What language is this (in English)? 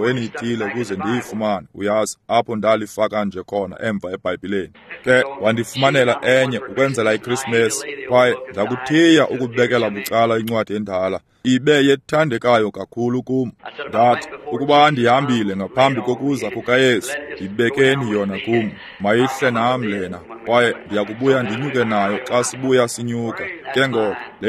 Xhosa